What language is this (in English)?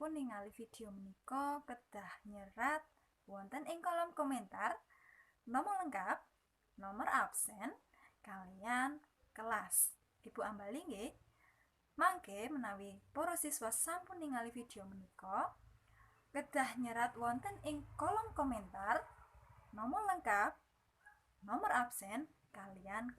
Javanese